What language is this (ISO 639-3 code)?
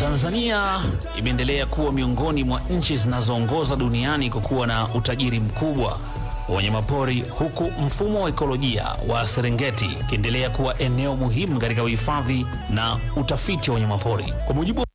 swa